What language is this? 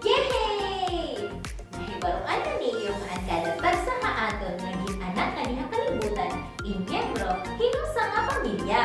Waray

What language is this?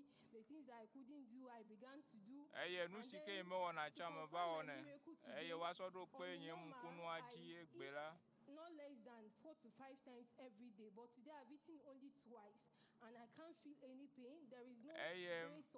Ewe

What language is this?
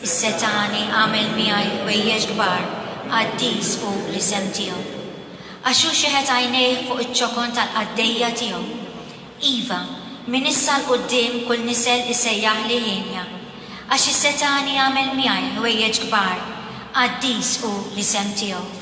Maltese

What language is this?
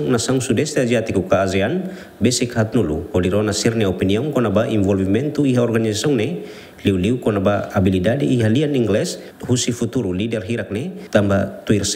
Tetum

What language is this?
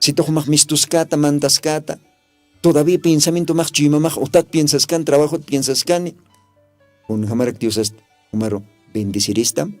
Aymara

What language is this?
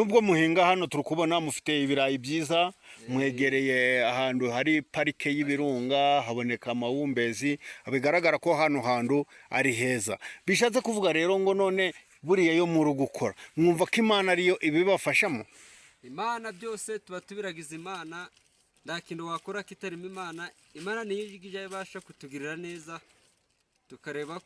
Kinyarwanda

